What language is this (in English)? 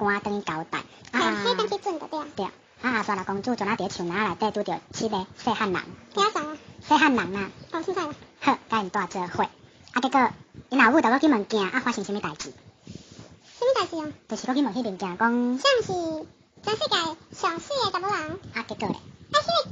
Min Nan Chinese